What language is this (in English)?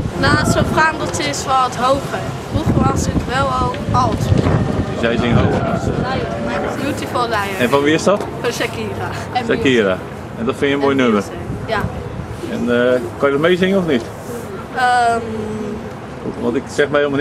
Dutch